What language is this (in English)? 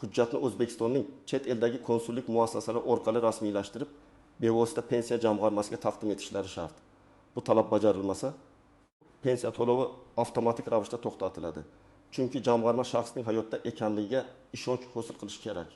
Uzbek